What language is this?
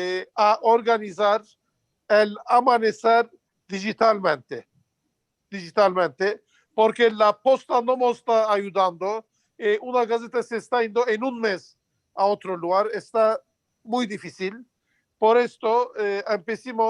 Ladino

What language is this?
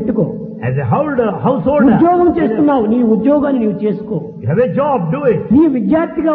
Telugu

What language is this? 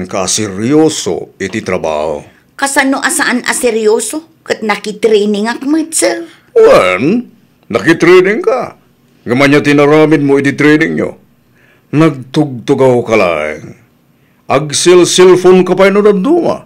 Iloko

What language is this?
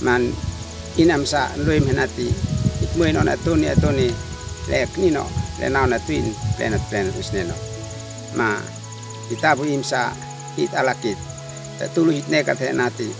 Uab Meto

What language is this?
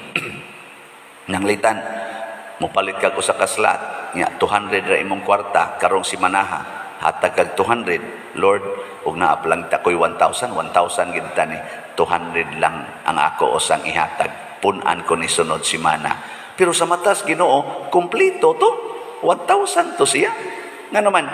Cebuano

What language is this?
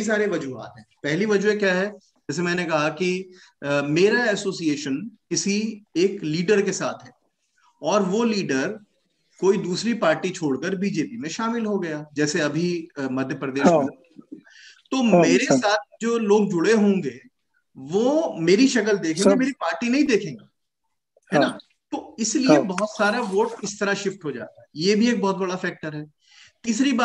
Hindi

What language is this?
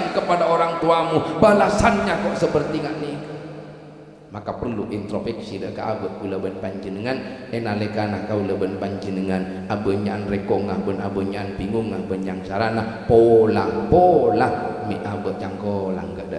Madurese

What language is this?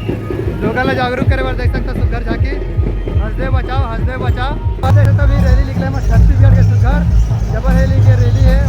Chhattisgarhi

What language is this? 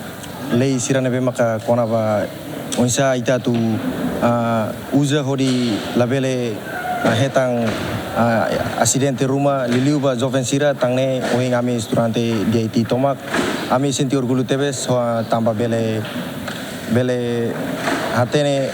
Tetum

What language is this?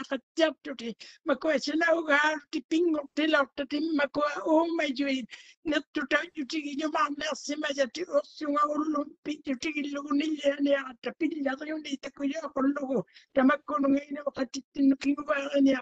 Māori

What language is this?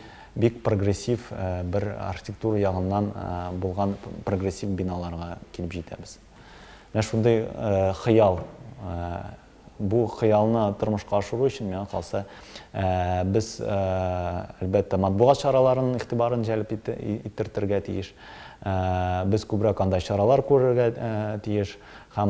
Tatar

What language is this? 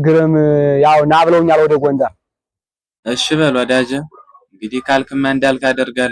Amharic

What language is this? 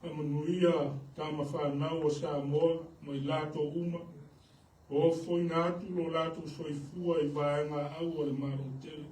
Samoan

